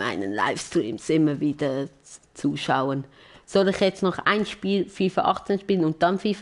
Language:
Swiss German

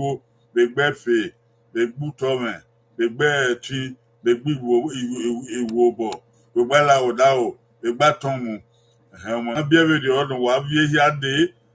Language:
Bini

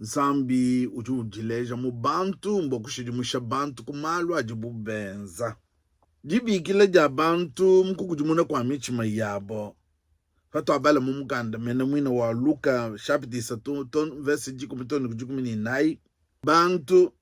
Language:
Luba-Lulua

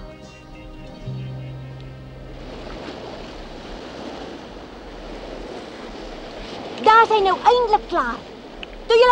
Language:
Afrikaans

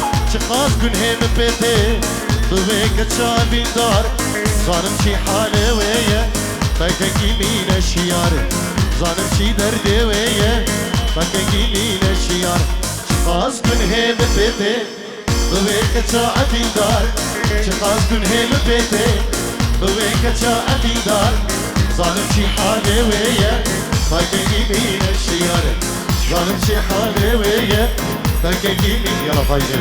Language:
Kurdish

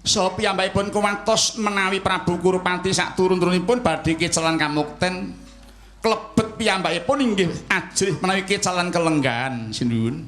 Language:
Javanese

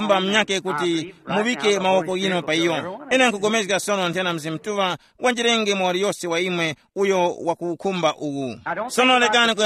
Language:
Tumbuka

